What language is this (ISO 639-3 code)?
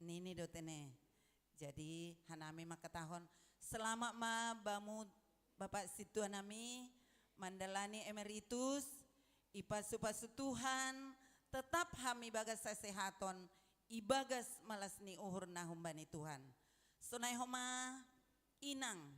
bts